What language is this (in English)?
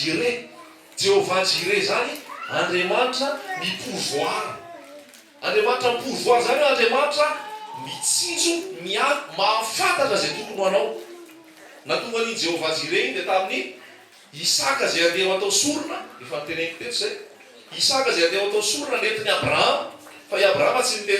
Malagasy